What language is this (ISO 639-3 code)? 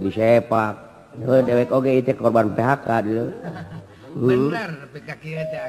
sun